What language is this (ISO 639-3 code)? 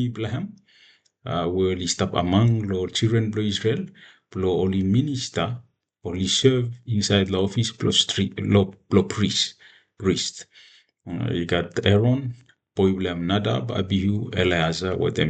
bis